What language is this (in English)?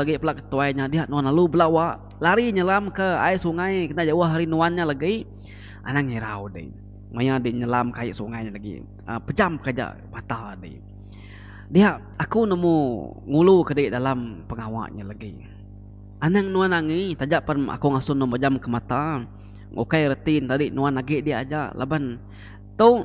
Iban